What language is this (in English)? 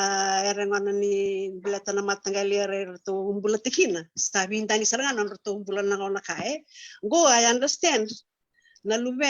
Fijian